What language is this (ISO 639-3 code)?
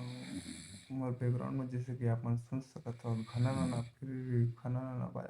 hne